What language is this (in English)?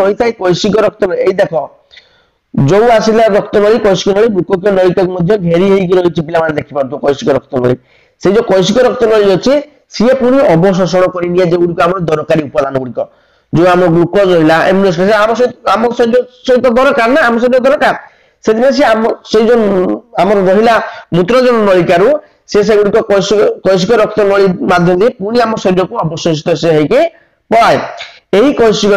Odia